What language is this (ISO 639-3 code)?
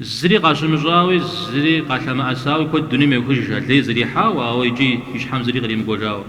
kbd